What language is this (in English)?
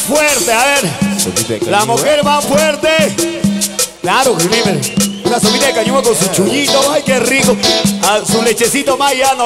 Spanish